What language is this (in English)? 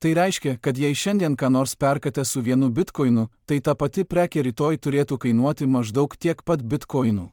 Lithuanian